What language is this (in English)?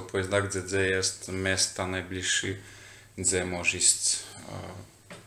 Slovak